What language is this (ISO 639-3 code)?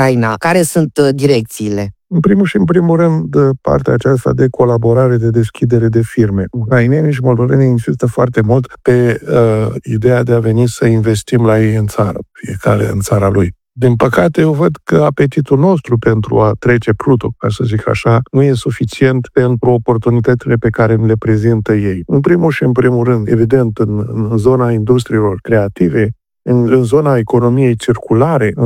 ron